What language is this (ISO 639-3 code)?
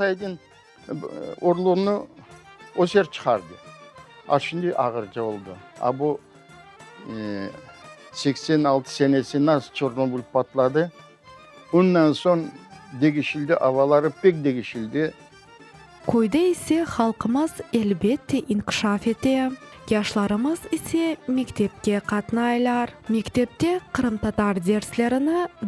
crh